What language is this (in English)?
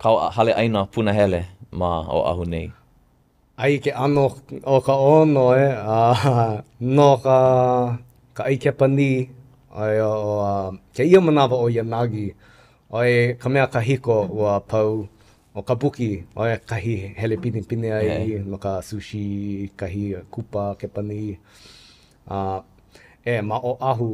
Hawaiian